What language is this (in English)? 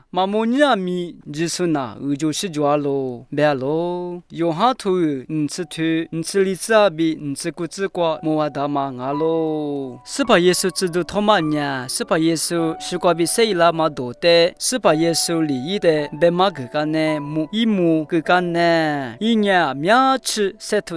Lisu